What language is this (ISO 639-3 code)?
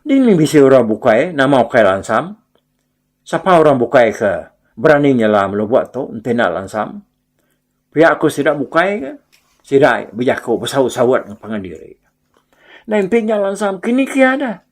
iba